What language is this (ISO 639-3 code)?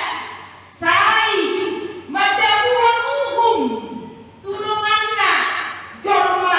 bbc